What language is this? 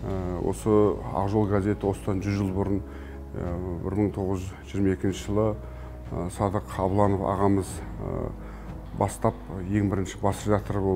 Kazakh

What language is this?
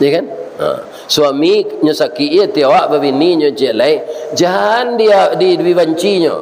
Minangkabau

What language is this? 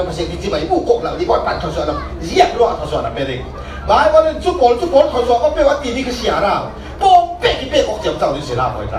Falam Chin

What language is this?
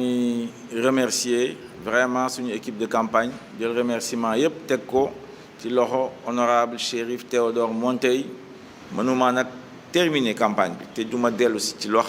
Wolof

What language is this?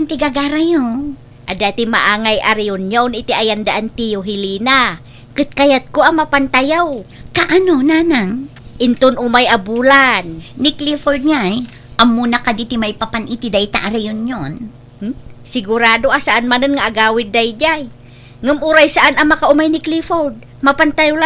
Iloko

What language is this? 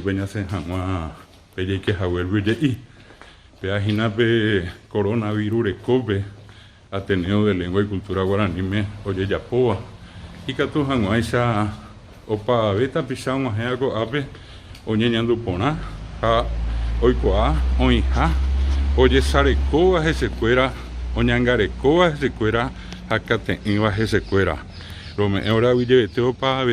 Guarani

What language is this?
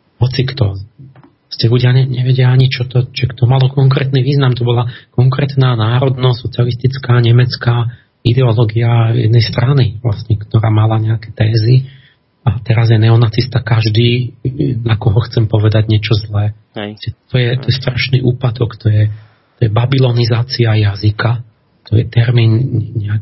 Slovak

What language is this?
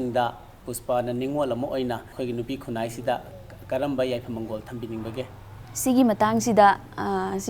Manipuri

